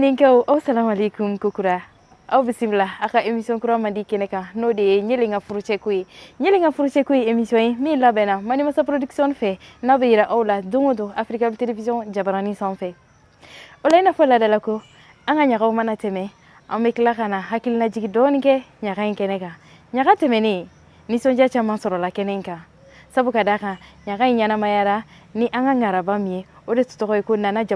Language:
Bambara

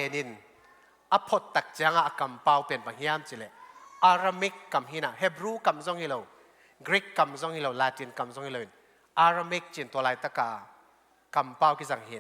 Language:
Tedim Chin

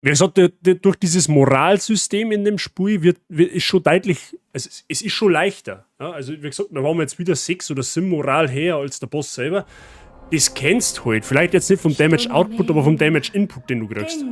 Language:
Bavarian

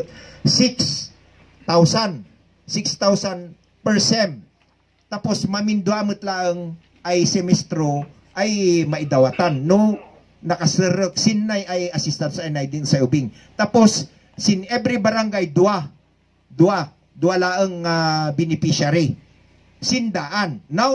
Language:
Kankanaey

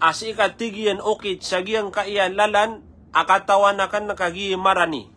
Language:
Maranao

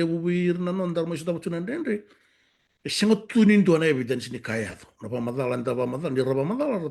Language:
Fijian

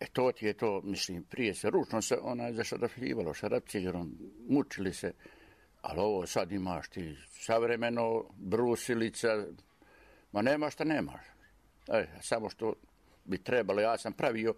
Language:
Serbian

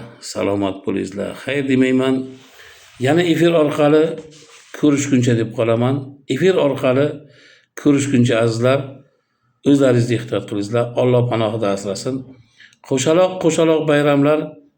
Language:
Uzbek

